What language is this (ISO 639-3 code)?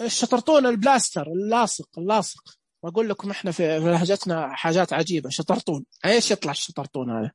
ars